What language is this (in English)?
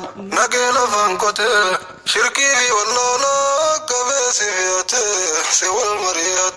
Oromo